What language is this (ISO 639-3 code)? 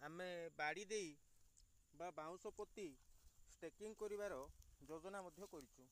ori